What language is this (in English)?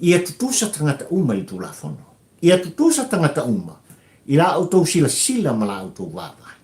Samoan